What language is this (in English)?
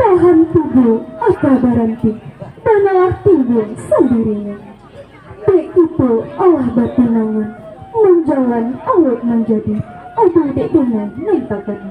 Minangkabau